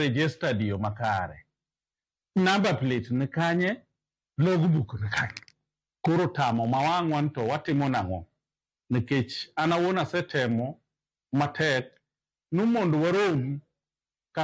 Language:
Luo (Kenya and Tanzania)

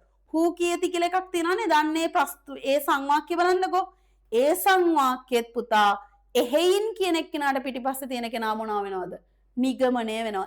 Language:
Sinhala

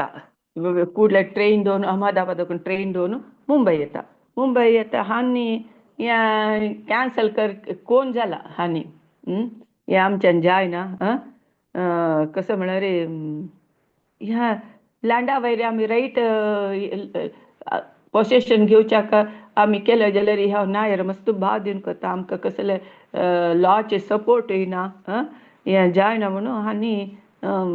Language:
Konkani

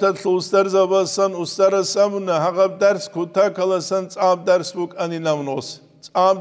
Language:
Avaric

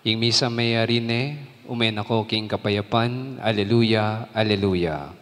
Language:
Pampanga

